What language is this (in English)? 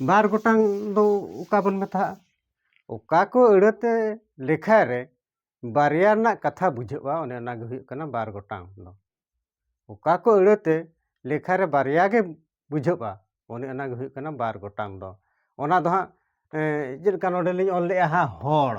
Santali